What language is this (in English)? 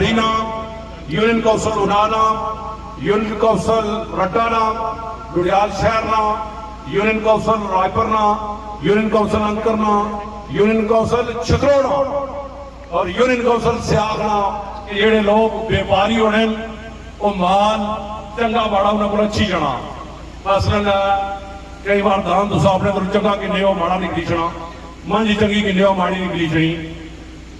Pahari-Potwari